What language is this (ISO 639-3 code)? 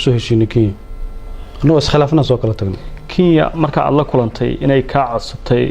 som